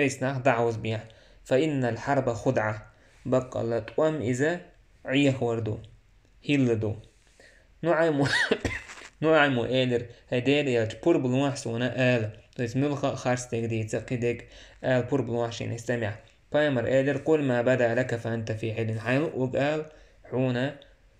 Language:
Chechen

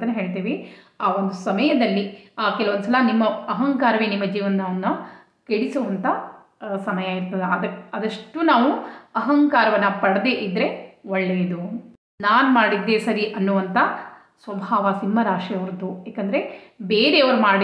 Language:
Kannada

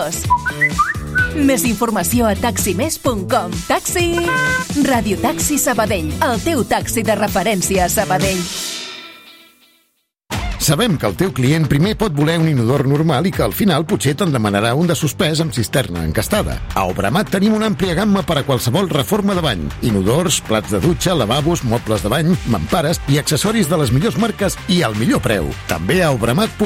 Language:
Catalan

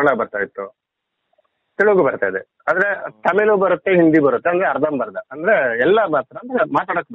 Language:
Kannada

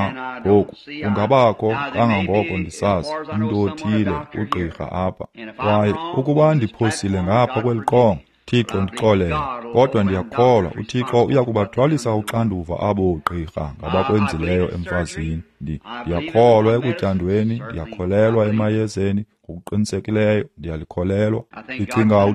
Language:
Xhosa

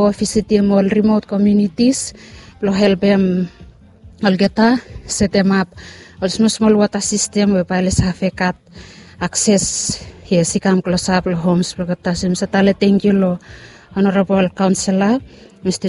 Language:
Bislama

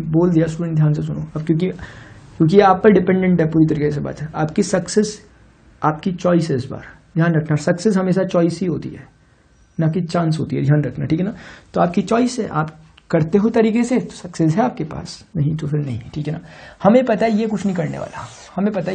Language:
Hindi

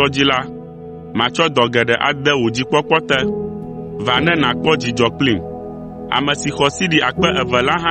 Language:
Ewe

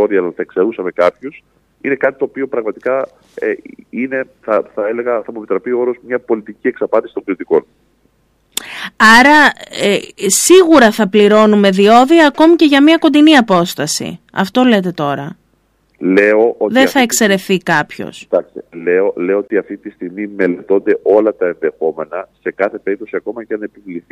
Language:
Greek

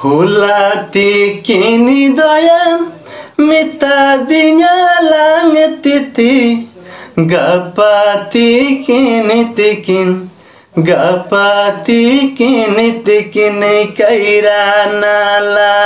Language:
Santali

